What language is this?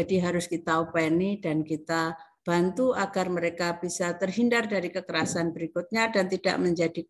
Indonesian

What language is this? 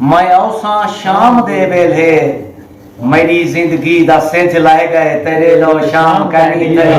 Saraiki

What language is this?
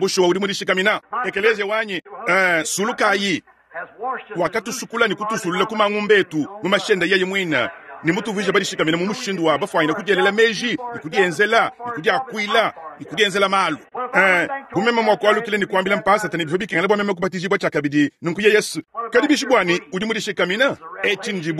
Luba-Lulua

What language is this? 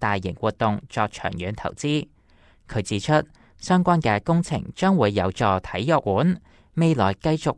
Cantonese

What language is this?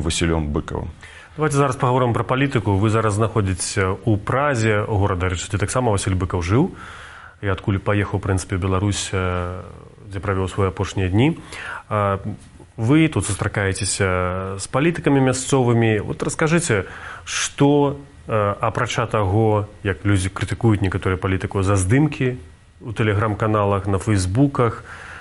Belarusian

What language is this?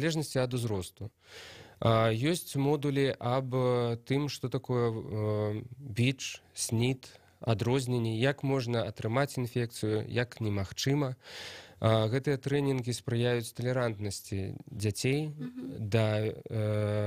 Belarusian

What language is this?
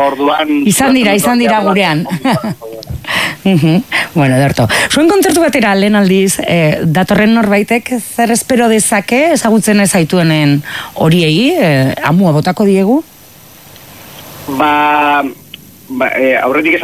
Basque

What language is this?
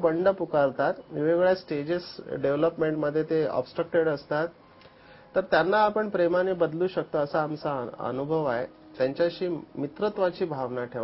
Marathi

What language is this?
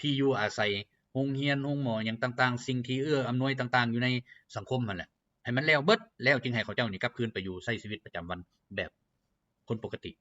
Lao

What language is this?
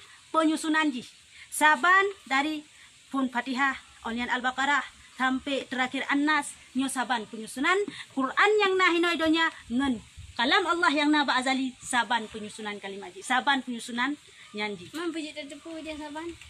Achinese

